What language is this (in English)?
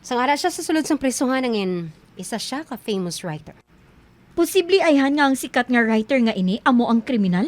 Hiligaynon